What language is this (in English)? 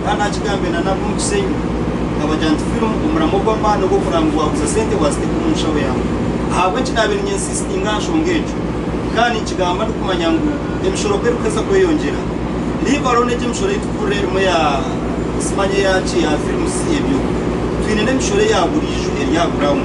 Nyankole